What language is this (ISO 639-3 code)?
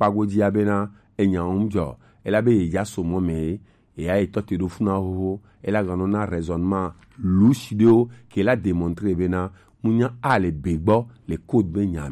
gej